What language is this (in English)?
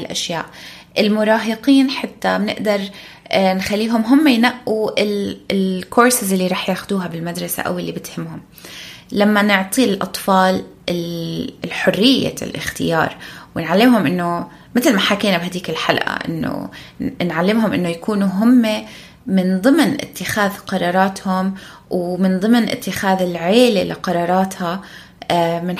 North Levantine Arabic